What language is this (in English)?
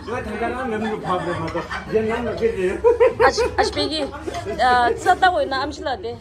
Tibetan